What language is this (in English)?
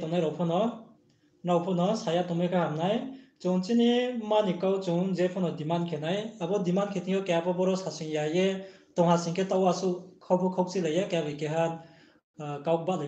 Riang (India)